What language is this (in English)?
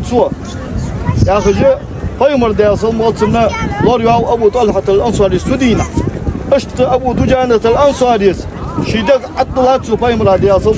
Ingush